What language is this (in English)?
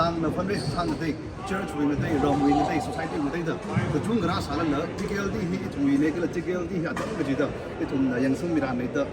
Tangkhul Naga (India)